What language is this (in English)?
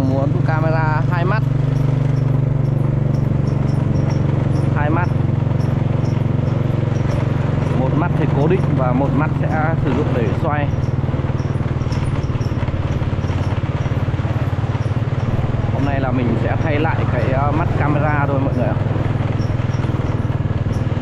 Vietnamese